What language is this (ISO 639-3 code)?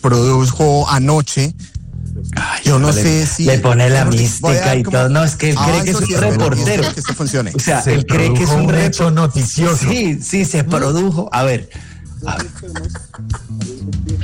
spa